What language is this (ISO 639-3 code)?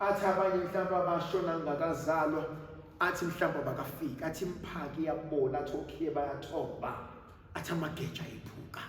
zul